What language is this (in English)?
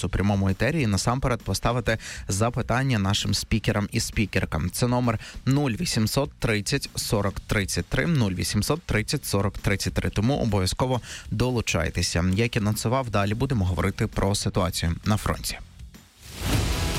Ukrainian